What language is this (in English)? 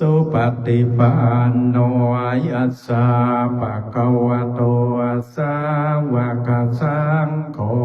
Pali